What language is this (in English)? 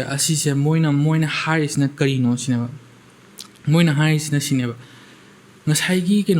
Manipuri